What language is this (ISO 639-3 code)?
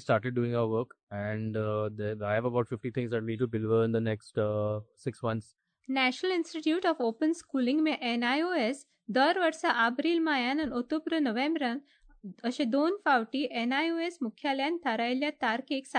kok